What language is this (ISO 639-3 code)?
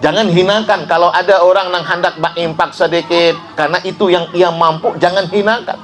bjn